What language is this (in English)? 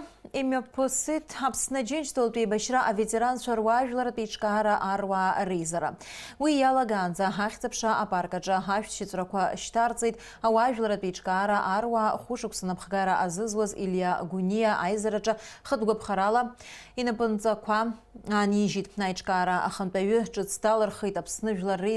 Abkhazian